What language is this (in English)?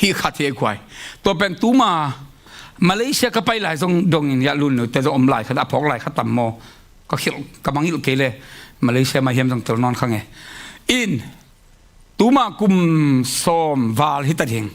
Tedim Chin